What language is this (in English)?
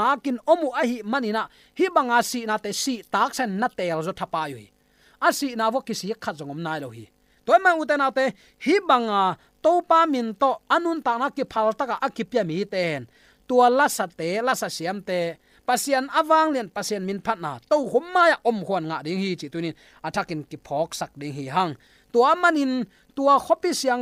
Tedim Chin